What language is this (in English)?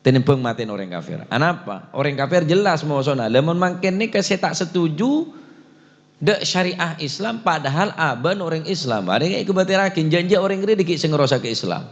Madurese